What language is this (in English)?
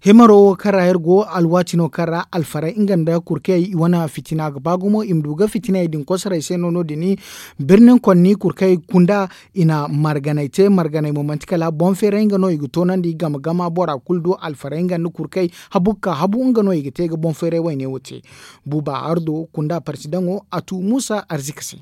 Zarma